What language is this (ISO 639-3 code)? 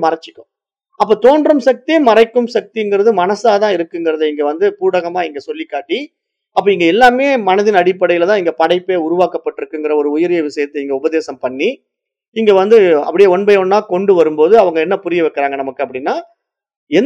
tam